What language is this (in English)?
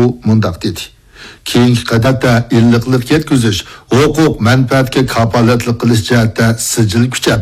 Uyghur